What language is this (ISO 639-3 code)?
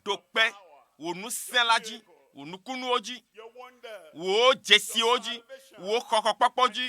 ewe